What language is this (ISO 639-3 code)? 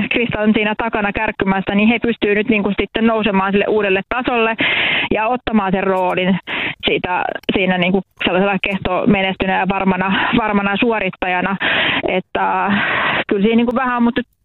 fin